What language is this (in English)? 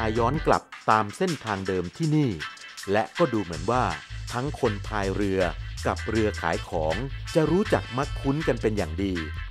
Thai